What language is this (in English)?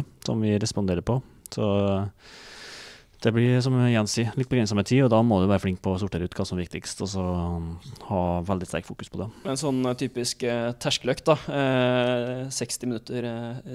Norwegian